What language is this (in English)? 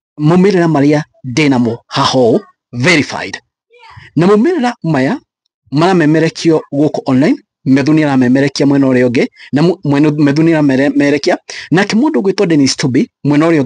Kikuyu